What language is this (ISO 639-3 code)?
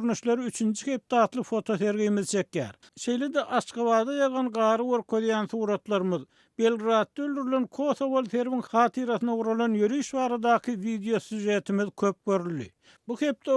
tuk